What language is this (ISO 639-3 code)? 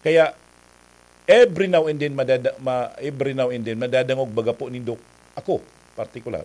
bik